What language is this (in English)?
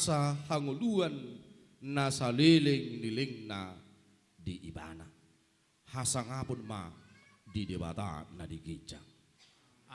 Batak Toba